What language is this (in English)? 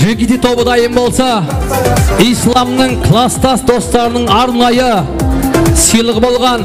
Kara-Kalpak